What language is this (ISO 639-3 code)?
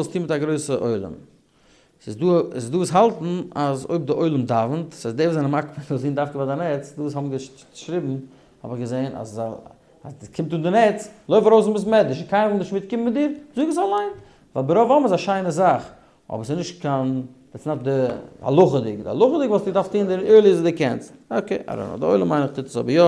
yid